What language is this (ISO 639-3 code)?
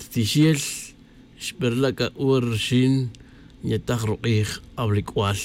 tzj